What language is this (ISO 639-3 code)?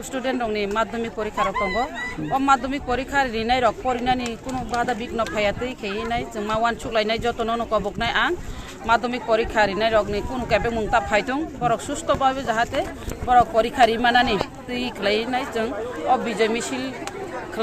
trp